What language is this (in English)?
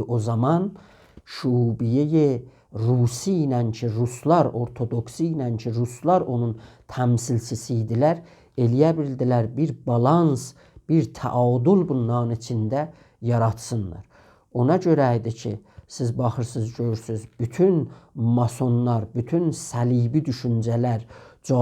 South Azerbaijani